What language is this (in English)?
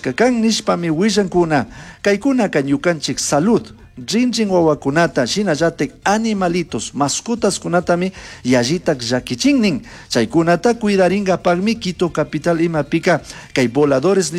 Chimborazo Highland Quichua